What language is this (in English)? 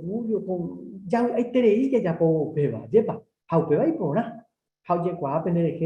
Guarani